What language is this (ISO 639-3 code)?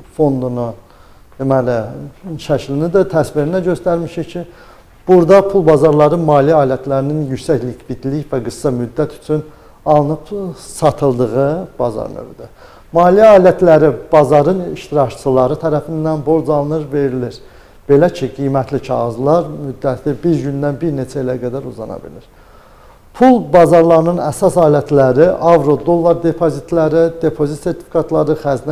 aze